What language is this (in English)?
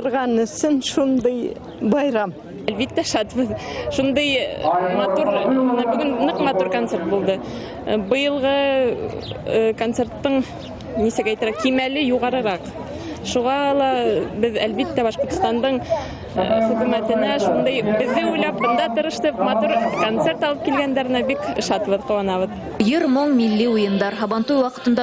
Bashkir